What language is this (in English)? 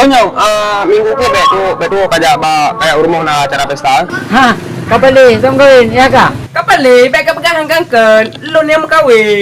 Achinese